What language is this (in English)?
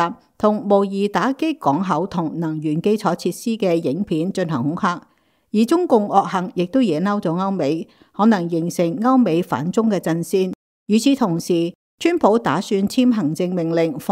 Cantonese